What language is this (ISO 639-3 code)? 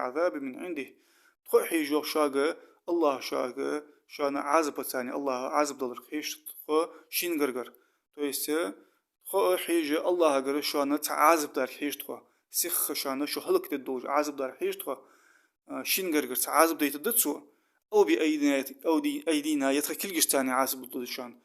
inh